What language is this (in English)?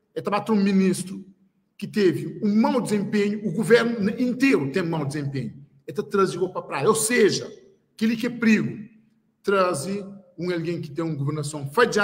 Kabuverdianu